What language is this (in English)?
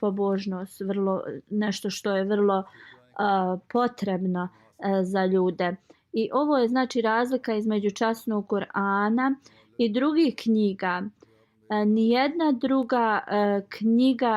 Bosnian